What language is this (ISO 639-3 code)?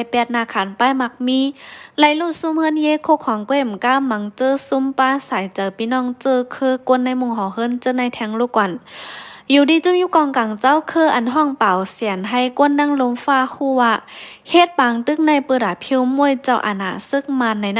shn